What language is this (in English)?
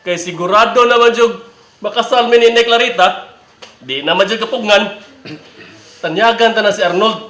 Cebuano